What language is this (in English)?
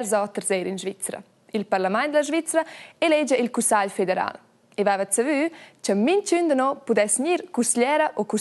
Romansh